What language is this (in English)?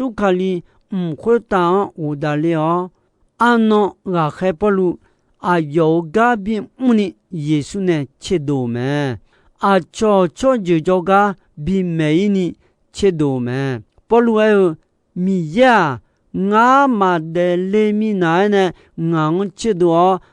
Akha